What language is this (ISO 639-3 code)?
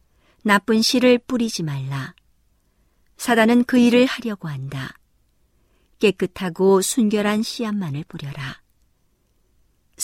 kor